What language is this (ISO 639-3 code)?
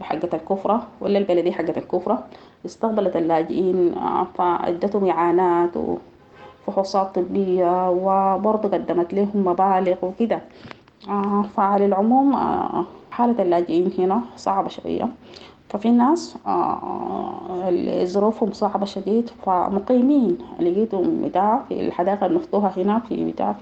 apd